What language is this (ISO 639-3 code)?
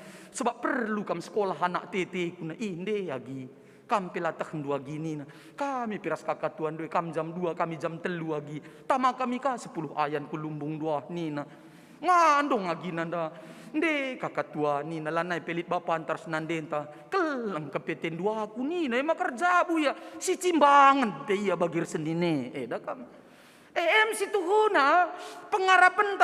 btx